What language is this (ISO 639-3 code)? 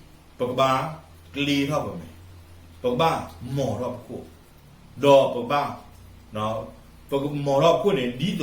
ksw